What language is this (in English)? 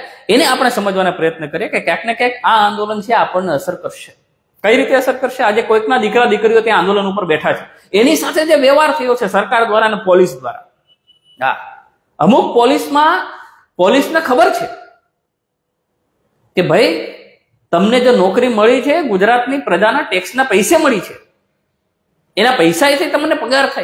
Gujarati